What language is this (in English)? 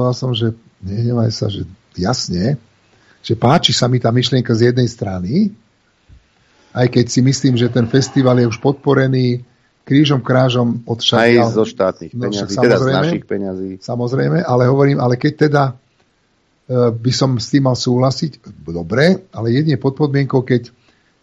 Slovak